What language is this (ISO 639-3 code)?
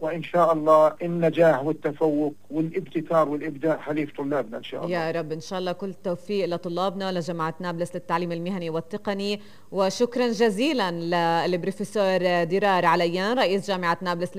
apc